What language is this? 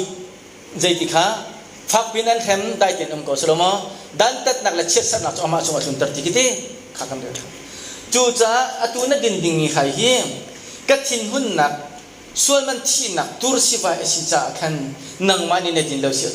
Hakha Chin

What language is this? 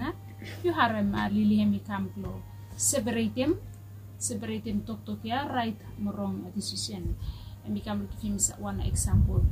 Bislama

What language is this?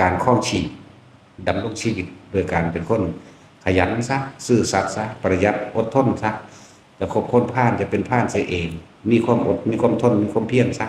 Lao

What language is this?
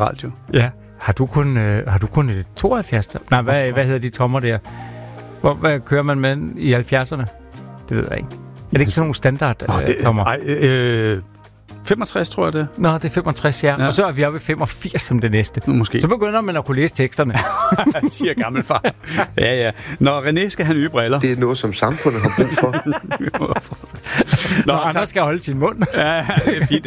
Danish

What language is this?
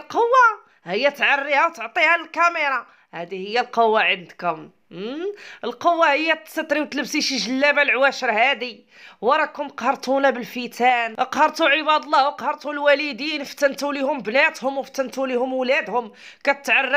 Moroccan Arabic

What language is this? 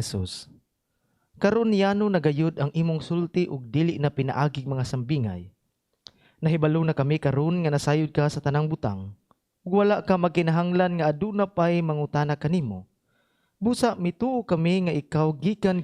Cebuano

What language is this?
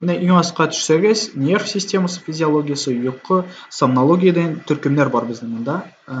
Tatar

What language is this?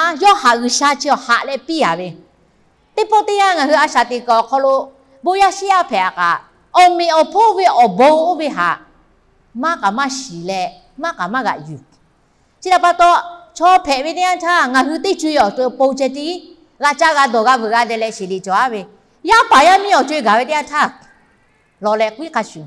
Lahu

